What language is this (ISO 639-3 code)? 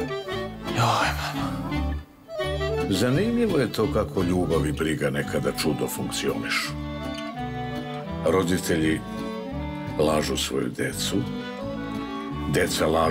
srp